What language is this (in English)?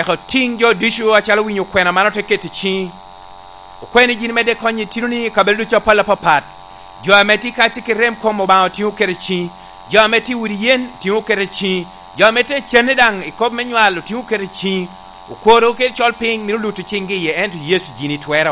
Lango (Uganda)